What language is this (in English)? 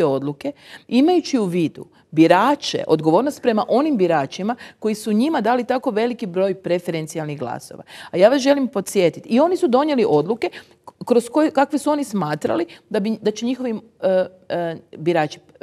Croatian